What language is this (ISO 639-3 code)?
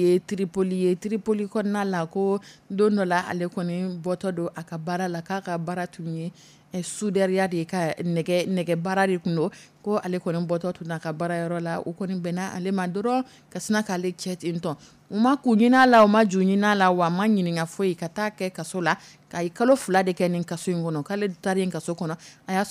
dyu